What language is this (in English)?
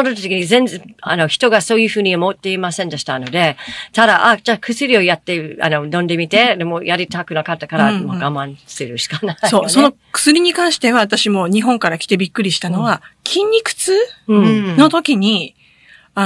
Japanese